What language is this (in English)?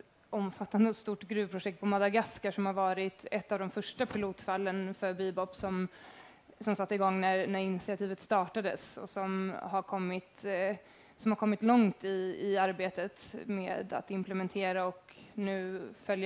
Swedish